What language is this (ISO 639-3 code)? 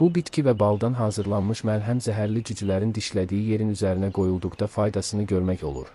aze